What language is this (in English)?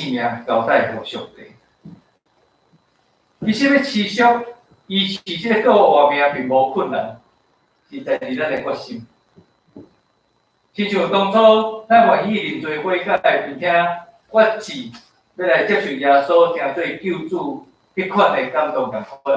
Min Nan Chinese